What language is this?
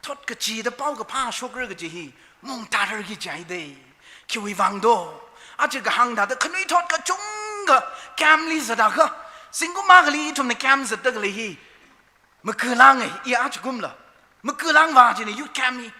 Tangkhul Naga (India)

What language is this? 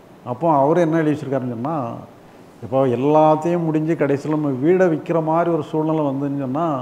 Tamil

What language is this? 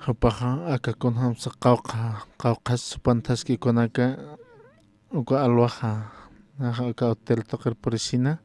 Aymara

